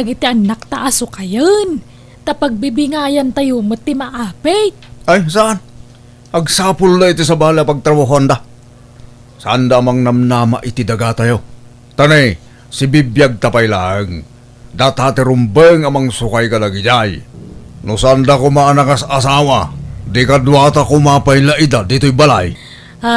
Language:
Iloko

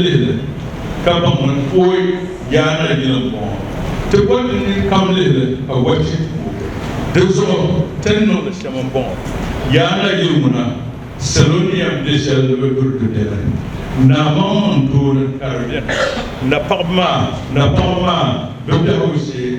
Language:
Dagbani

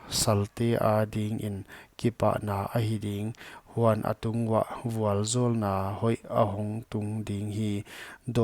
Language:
Paite Chin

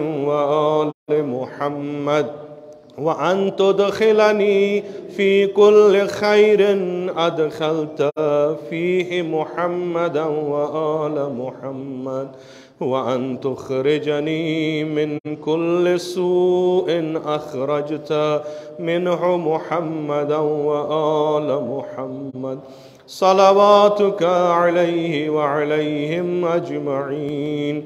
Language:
Arabic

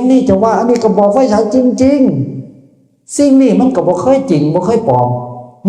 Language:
Northeastern Thai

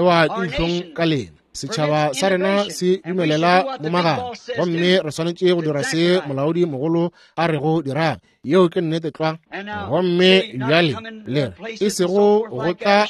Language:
Northern Sotho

